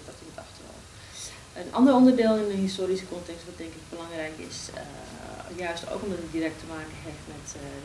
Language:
Dutch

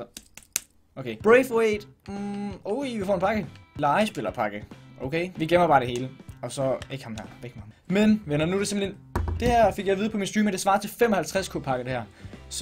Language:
Danish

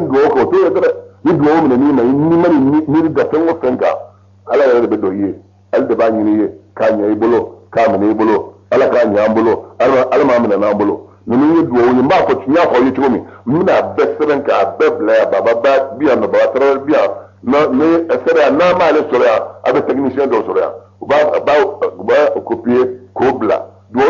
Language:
Bambara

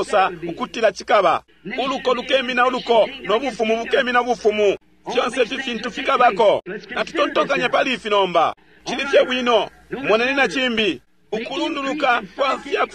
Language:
Bemba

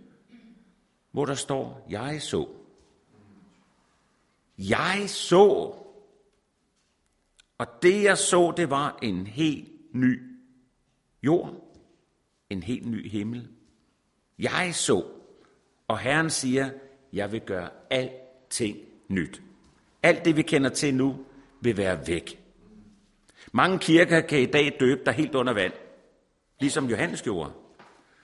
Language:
Danish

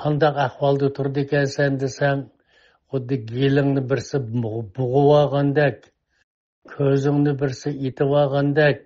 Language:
Uyghur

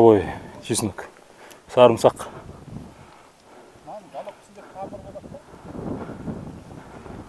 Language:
Kazakh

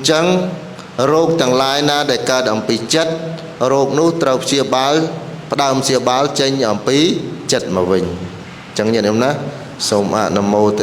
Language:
Khmer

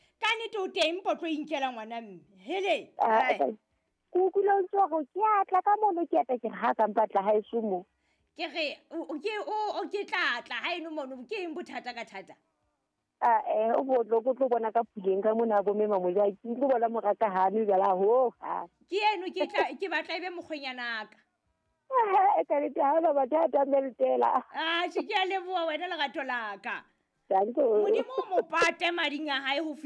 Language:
Southern Sotho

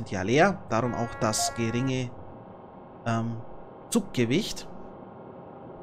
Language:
German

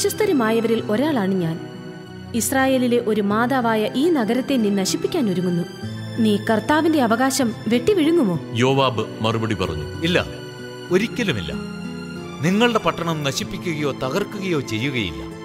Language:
Malayalam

